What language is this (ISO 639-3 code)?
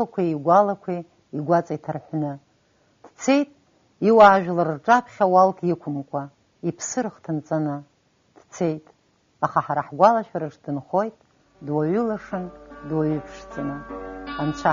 abk